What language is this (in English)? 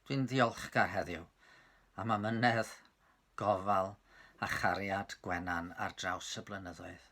Welsh